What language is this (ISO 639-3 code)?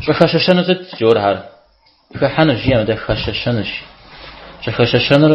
kbd